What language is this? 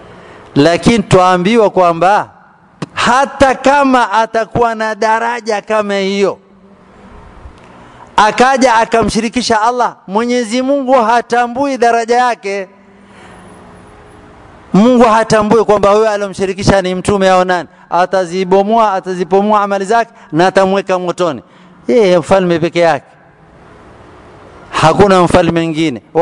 Swahili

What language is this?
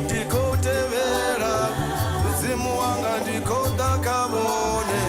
Venda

